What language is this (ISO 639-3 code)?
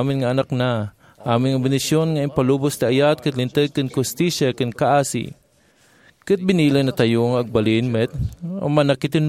ilo